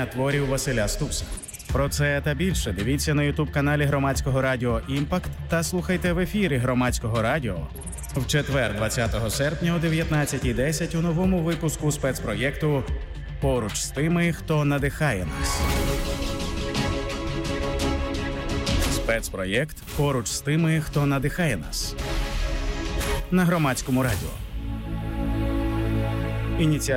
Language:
Ukrainian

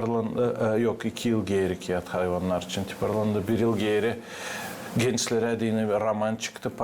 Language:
Gagauz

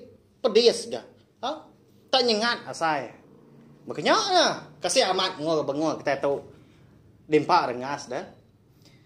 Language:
Iban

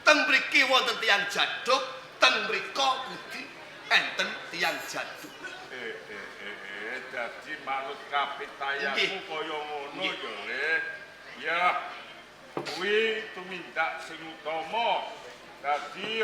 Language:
Javanese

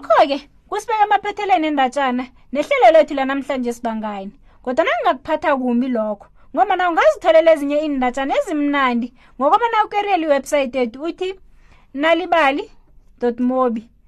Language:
South Ndebele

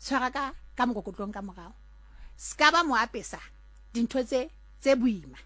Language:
Southern Sotho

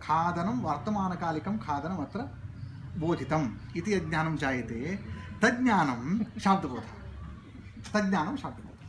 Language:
Sanskrit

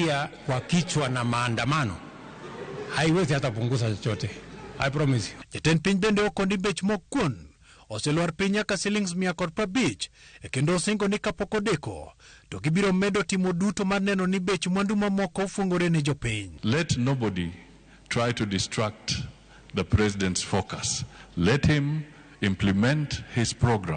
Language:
Luo (Kenya and Tanzania)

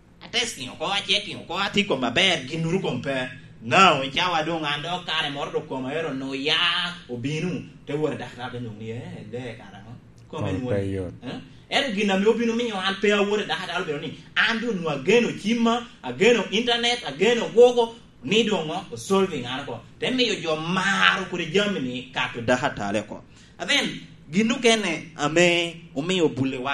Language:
Lango (Uganda)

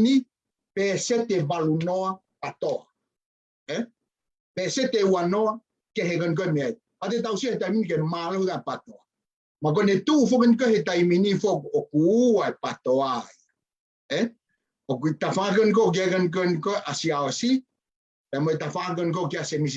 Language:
Tongan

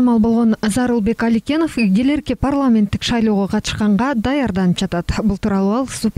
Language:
Kyrgyz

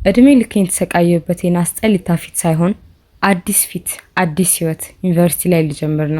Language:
Amharic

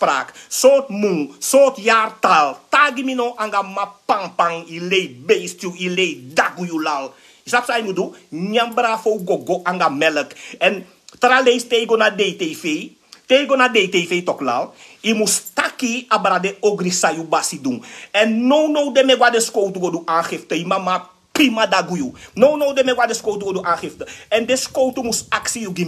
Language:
Sranan Tongo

